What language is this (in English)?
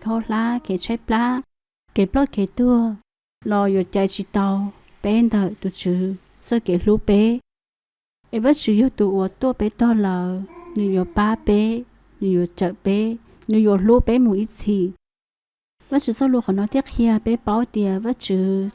Hmong